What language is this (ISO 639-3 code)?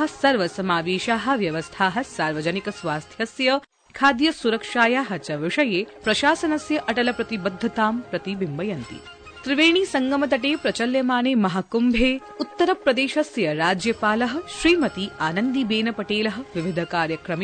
san